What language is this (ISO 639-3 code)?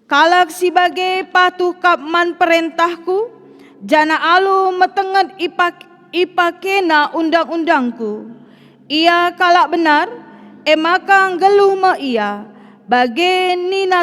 btx